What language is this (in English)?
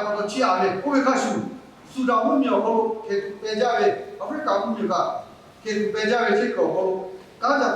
Lahu